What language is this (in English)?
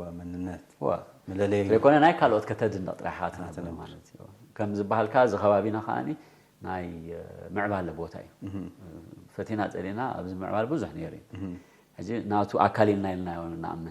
Tigrinya